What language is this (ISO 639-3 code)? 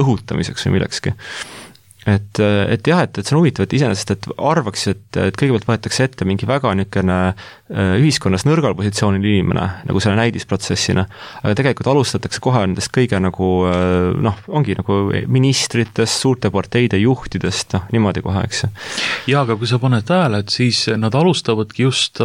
est